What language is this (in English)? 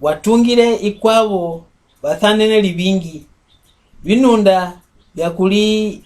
Mbunda